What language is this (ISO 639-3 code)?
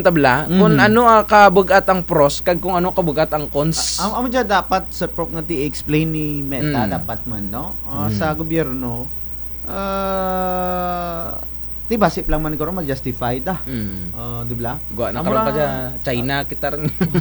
krj